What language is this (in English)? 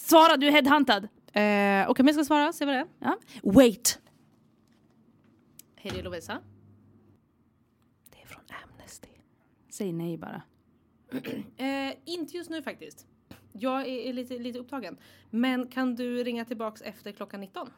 Swedish